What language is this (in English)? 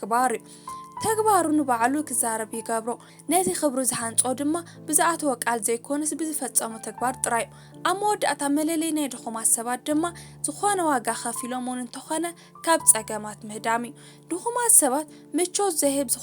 Tigrinya